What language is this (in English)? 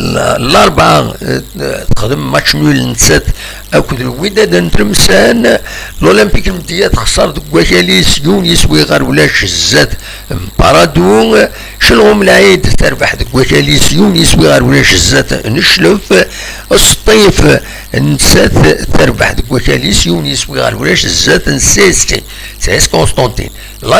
Kabyle